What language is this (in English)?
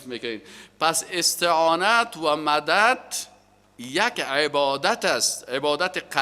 Persian